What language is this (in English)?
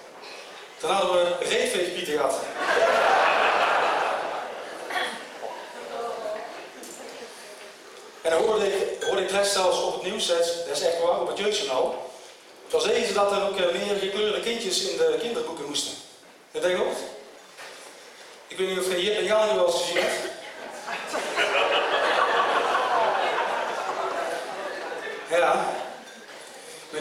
Dutch